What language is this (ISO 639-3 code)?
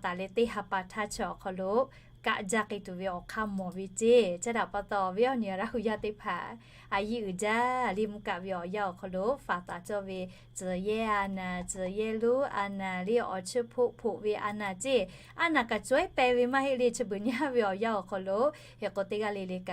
lhu